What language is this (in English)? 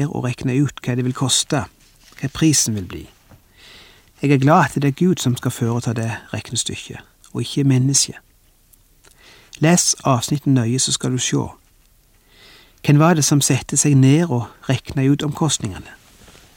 Norwegian